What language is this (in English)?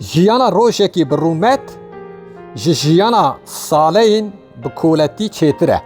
Kurdish